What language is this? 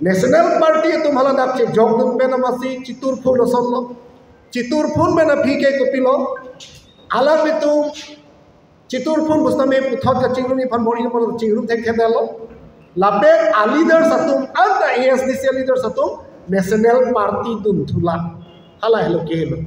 Karbi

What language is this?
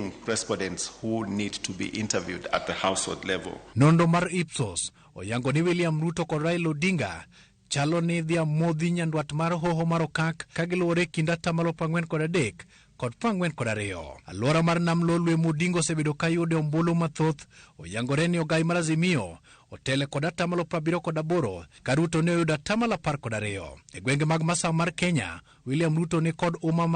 Luo (Kenya and Tanzania)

